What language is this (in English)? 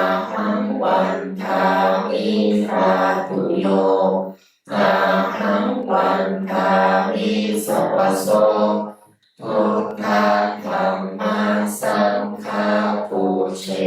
Pali